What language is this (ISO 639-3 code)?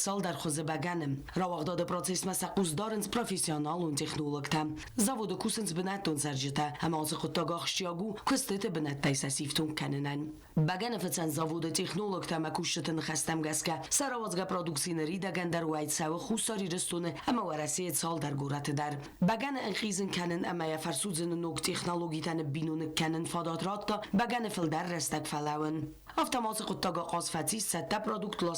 oss